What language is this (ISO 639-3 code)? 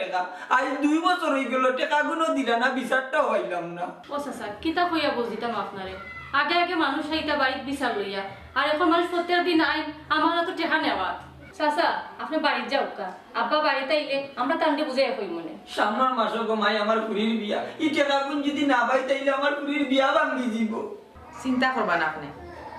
syl